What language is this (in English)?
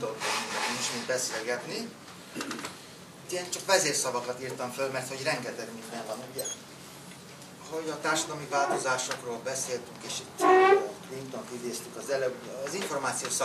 Hungarian